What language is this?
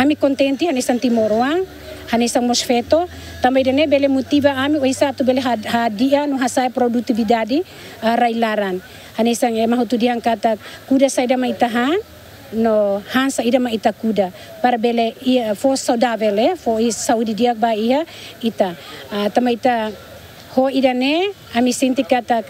Tetum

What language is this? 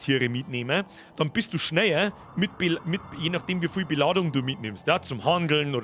Bavarian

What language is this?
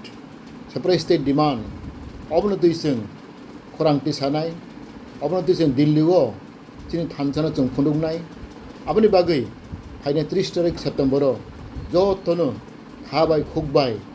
Kok Borok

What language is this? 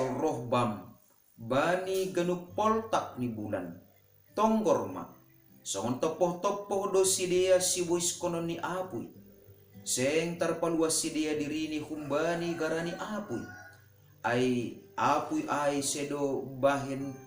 Batak Simalungun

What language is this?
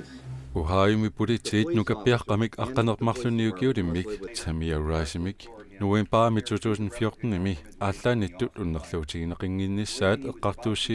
Kalaallisut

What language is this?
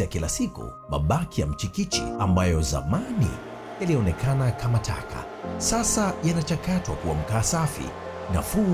Swahili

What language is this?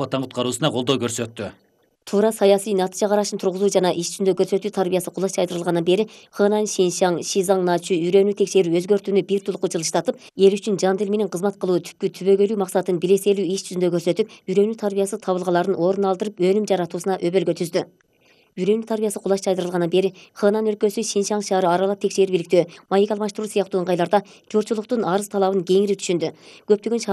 Kyrgyz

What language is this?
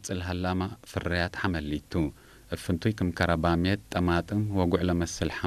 Tigre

